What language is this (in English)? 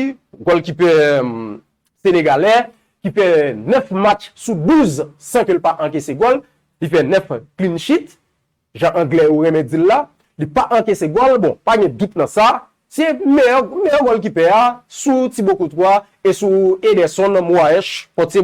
Haitian Creole